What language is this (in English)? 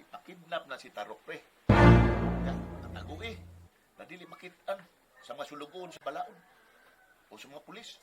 Cebuano